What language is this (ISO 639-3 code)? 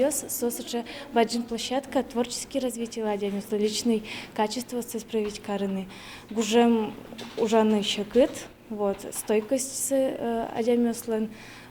udm